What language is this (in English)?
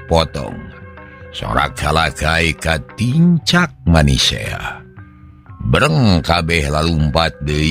Sundanese